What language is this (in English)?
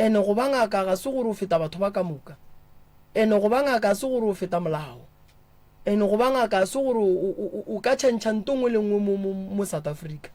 Northern Sotho